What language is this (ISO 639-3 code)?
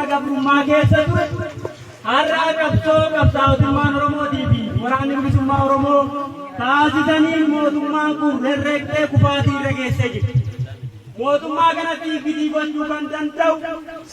orm